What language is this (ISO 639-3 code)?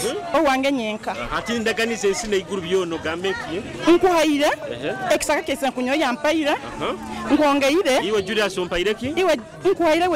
nyo